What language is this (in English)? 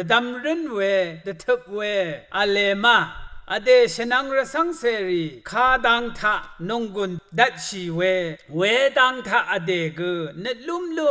Rawang